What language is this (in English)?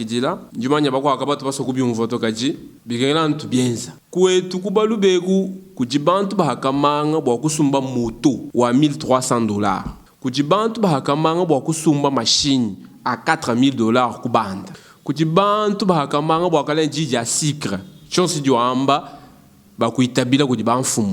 Luba-Lulua